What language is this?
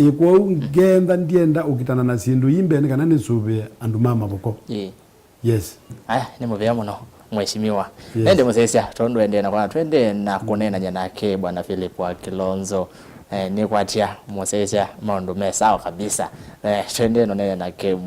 Kamba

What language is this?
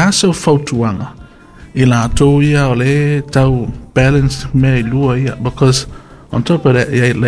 Samoan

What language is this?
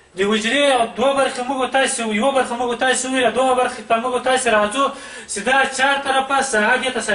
Pashto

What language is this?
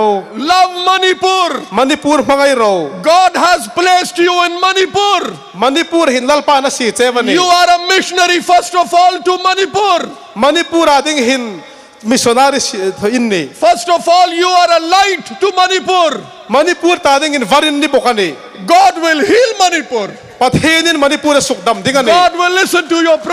Hmar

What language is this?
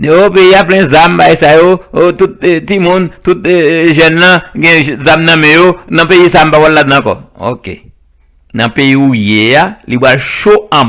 Haitian Creole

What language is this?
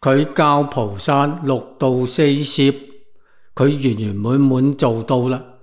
Cantonese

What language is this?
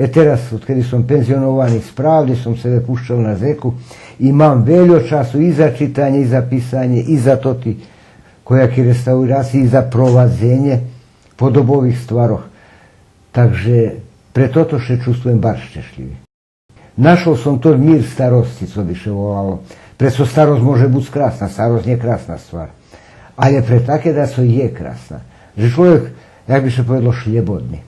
Rusyn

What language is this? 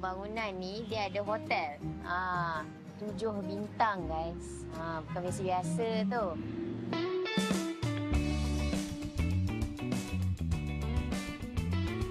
Malay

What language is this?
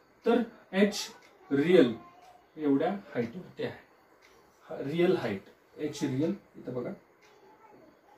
Marathi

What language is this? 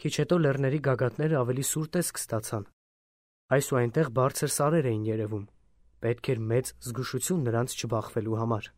Armenian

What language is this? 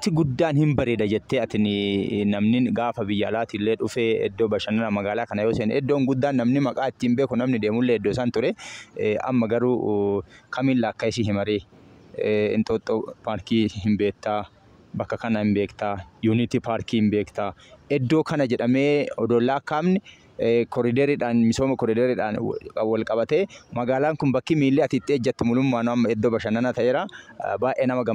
Oromo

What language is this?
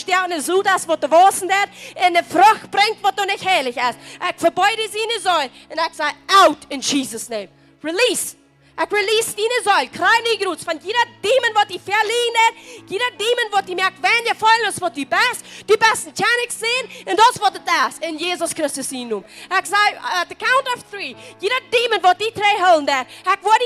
Plautdietsch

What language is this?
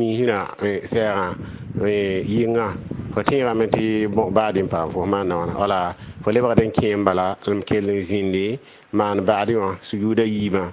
Mossi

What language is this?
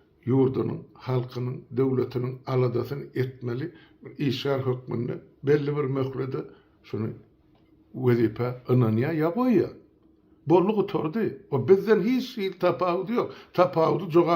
Turkmen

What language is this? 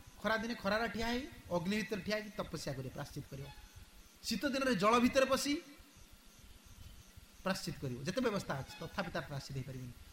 Odia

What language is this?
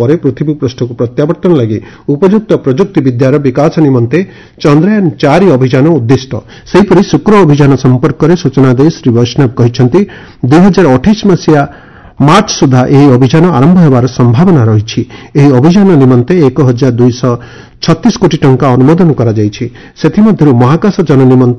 Odia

